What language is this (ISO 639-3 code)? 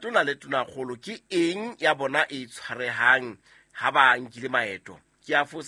sot